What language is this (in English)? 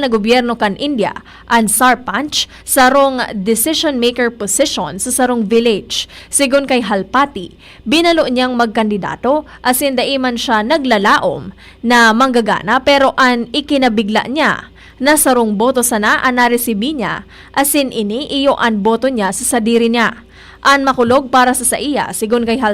Bikol